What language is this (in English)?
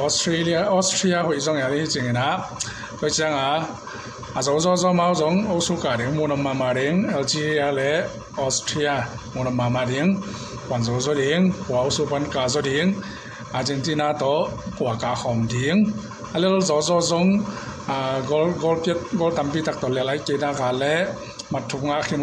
Tedim Chin